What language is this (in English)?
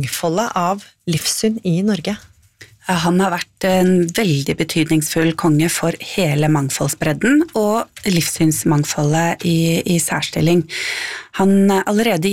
Norwegian